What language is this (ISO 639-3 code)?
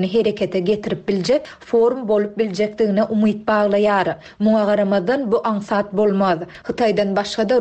tuk